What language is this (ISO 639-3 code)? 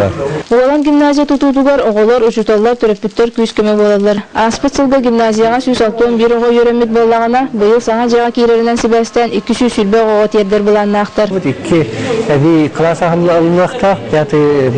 sah